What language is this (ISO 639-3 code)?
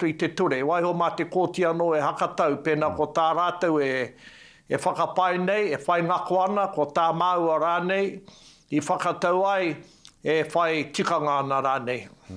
mri